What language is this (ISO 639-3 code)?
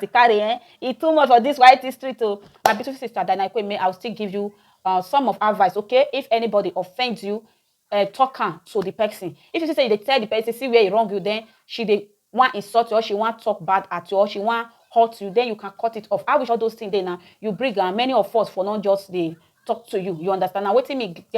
pcm